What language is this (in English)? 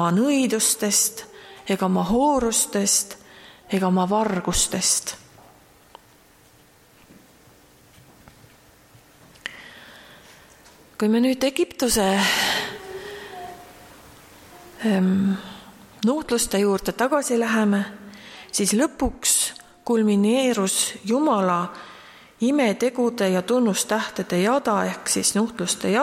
Estonian